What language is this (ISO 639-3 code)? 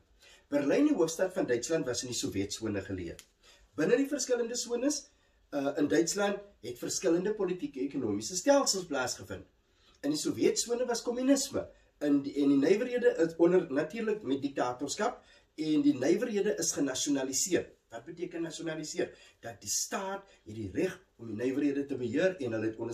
afr